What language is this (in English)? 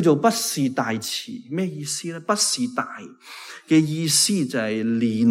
Cantonese